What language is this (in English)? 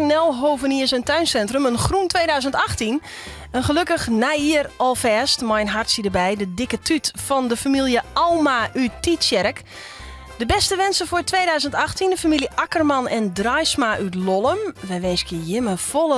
Western Frisian